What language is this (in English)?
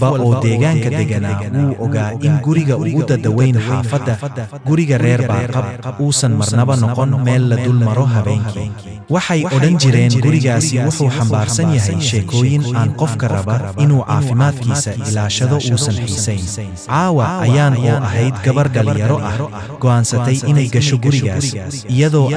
Somali